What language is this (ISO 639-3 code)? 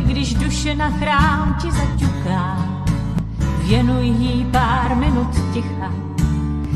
ces